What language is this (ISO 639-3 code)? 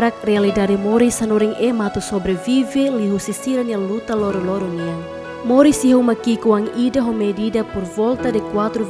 tet